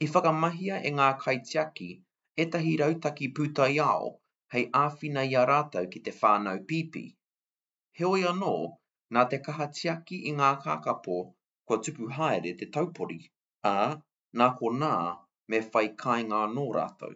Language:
Māori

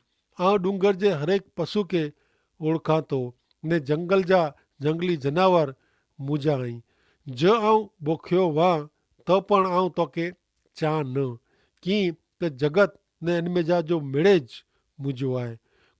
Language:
Kachhi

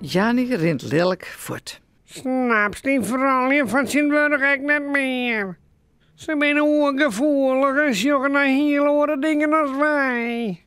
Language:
Western Frisian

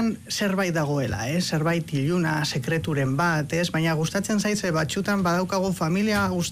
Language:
Basque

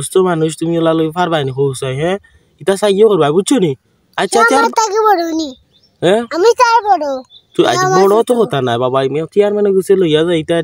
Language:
Sylheti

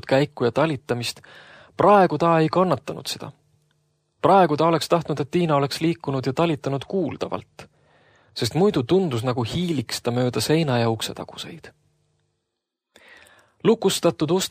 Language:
Estonian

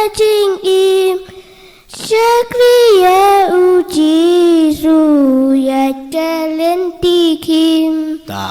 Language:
Khasi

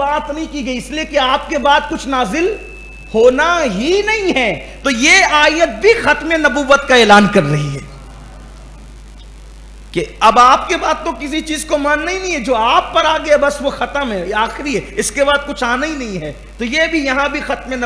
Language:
Urdu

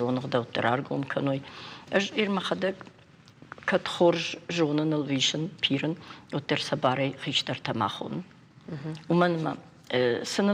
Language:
Ossetic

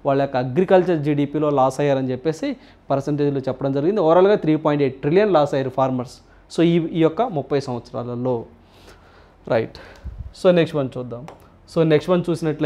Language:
Telugu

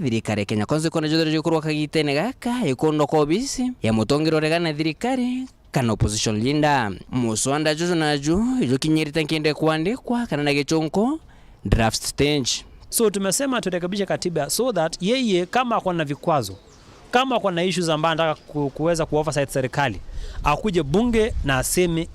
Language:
Meru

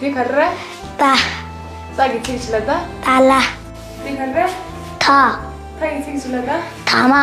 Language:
Tibetan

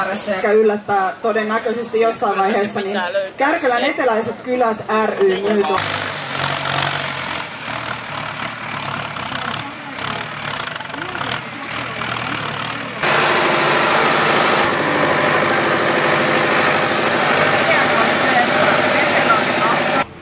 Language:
Finnish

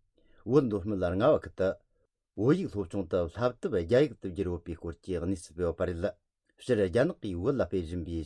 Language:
Tibetan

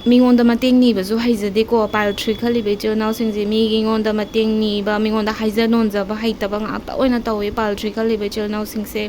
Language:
Manipuri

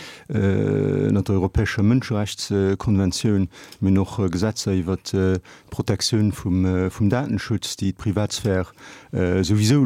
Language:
Luxembourgish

